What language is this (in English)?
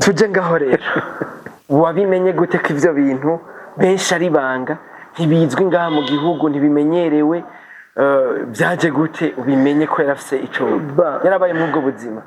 Rundi